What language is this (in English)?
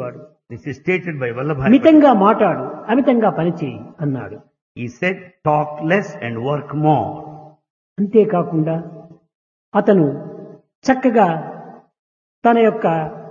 Telugu